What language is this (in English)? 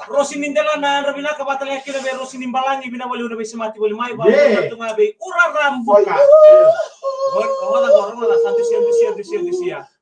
Fijian